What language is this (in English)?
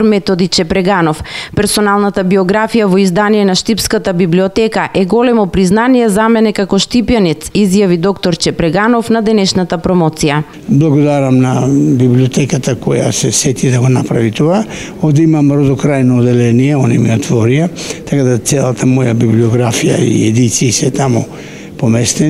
Macedonian